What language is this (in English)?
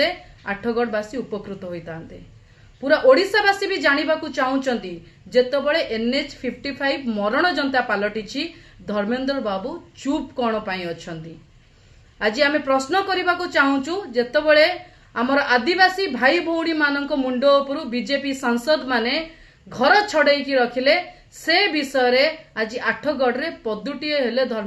Odia